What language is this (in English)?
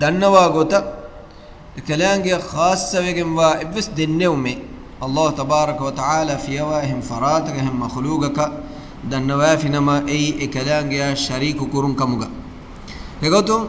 Divehi